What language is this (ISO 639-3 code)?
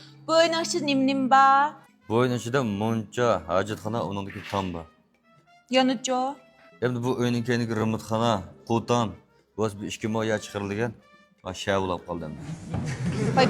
uig